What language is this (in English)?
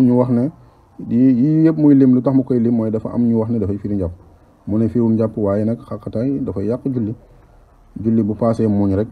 Wolof